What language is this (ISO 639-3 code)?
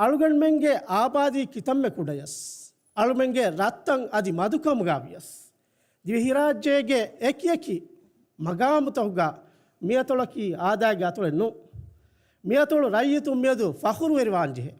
div